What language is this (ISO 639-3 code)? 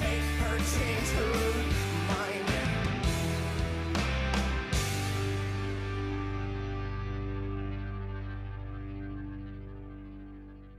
eng